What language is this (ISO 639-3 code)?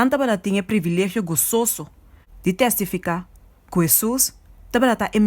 pap